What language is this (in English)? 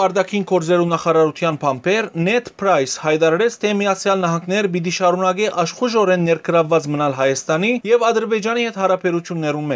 Western Armenian